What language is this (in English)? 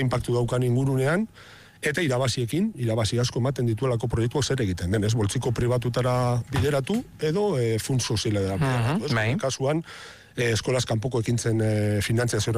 Basque